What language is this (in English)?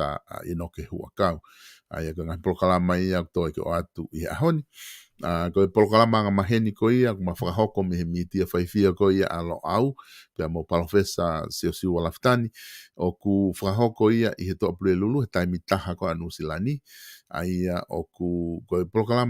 Tongan